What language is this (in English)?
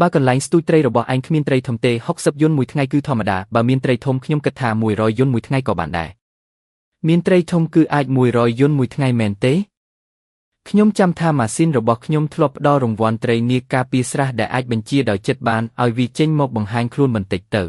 Khmer